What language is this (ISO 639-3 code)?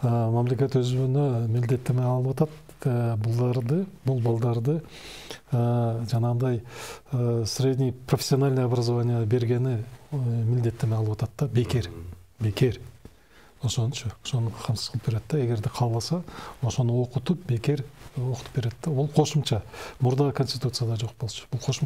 kir